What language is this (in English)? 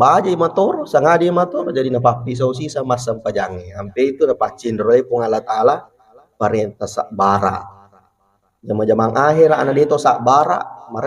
Buginese